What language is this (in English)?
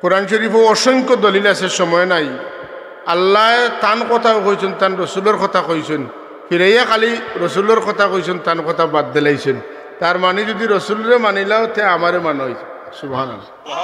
Sylheti